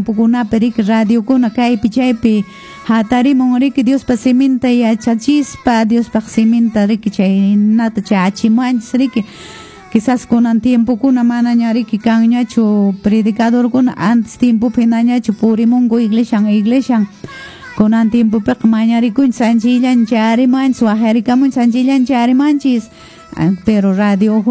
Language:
Quechua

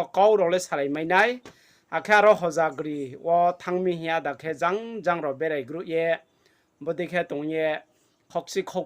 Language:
Riang (India)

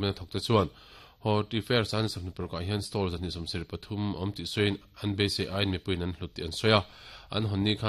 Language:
Mizo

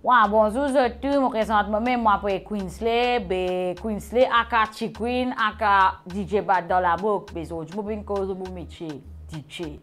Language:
Morisyen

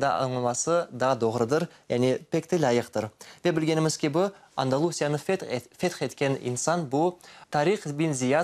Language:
Crimean Tatar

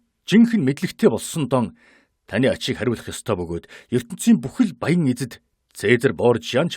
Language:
Mongolian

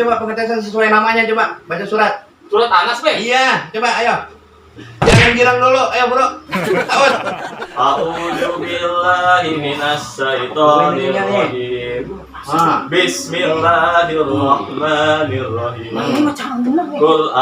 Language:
Betawi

